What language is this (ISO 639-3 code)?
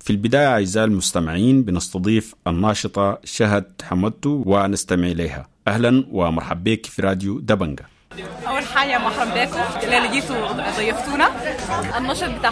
apd